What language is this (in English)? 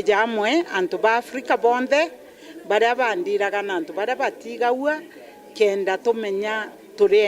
Meru